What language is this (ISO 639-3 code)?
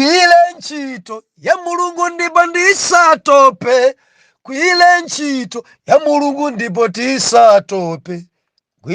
nya